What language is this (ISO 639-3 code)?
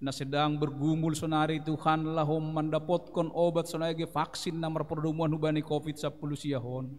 bts